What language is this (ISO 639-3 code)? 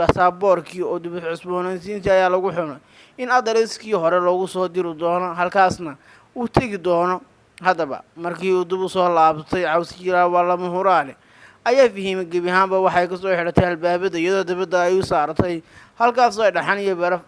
som